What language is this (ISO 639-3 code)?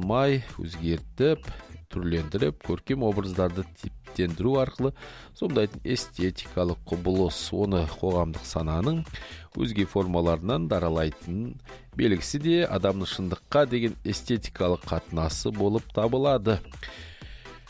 kaz